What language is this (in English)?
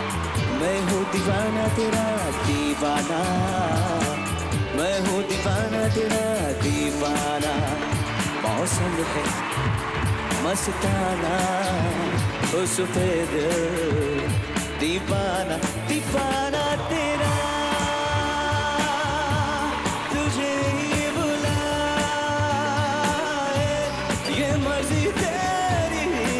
Hindi